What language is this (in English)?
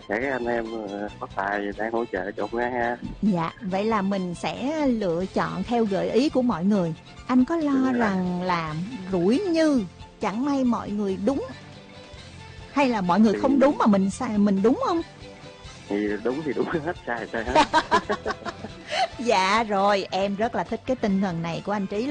Vietnamese